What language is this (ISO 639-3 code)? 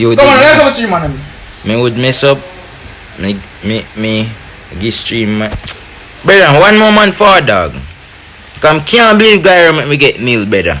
jam